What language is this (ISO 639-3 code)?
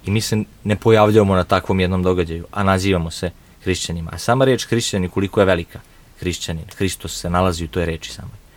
srp